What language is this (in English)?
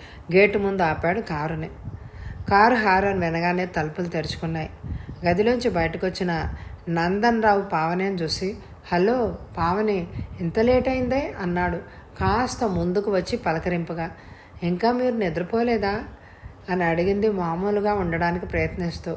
Telugu